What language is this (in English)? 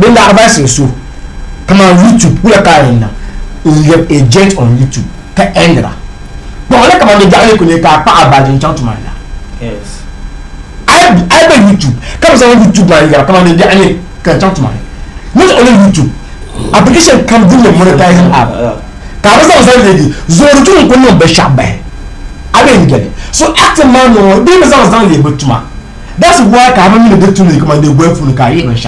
Dagbani